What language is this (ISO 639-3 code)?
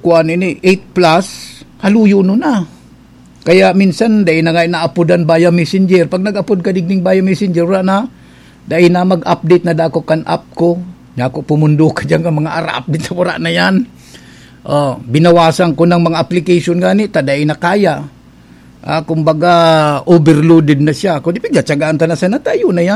bik